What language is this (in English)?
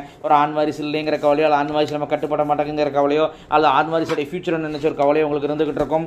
Tamil